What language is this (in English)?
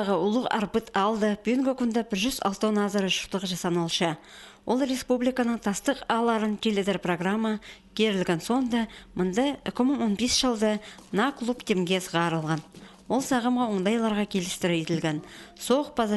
Khakas